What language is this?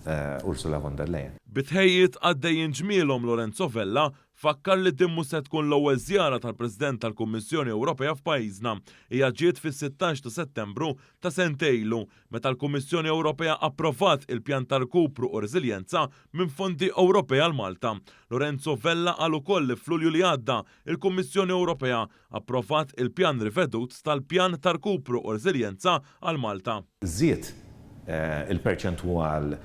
Maltese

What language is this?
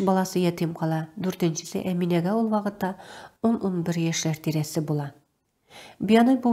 Tatar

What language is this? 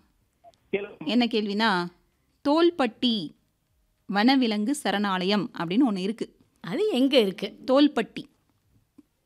Tamil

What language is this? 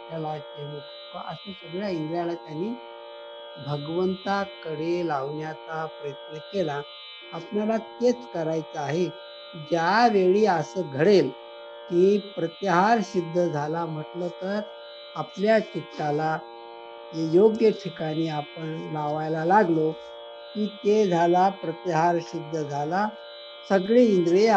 Marathi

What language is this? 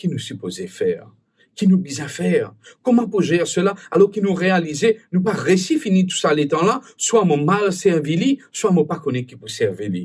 Morisyen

